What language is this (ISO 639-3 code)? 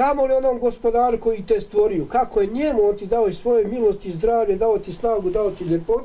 bos